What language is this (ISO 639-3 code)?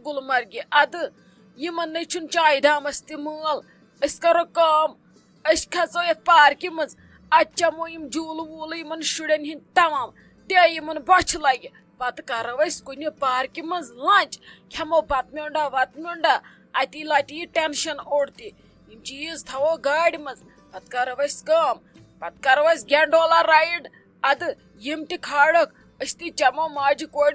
kas